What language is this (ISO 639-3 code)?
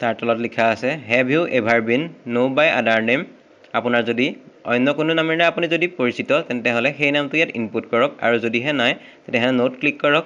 asm